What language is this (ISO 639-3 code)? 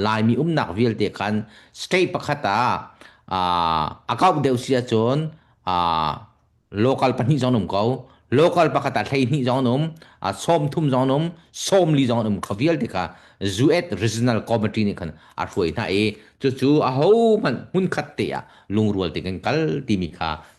cnh